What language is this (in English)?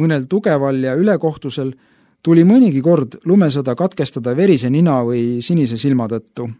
Estonian